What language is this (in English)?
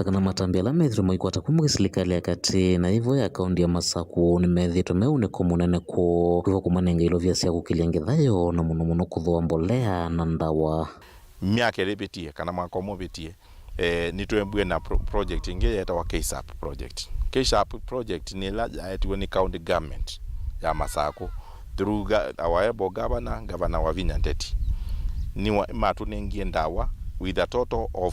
Kamba